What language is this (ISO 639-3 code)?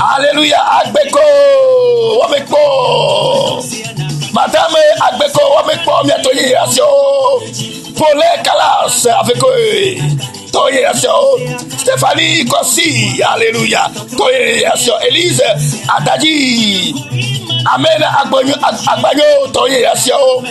ewe